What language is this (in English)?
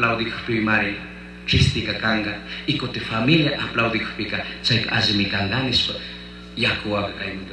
Chimborazo Highland Quichua